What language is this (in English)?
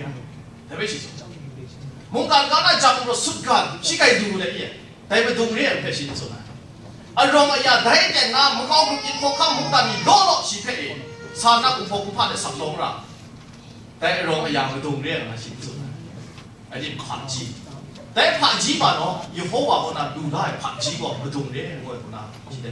Kachin